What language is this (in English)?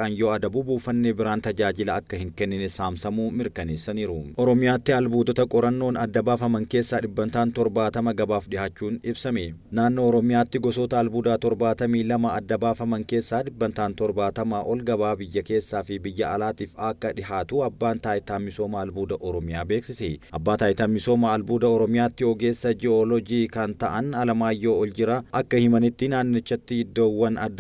Oromo